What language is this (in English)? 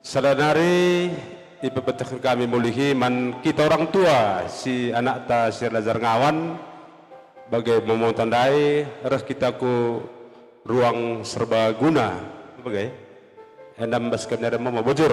Batak Karo